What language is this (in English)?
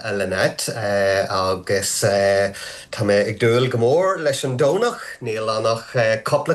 Irish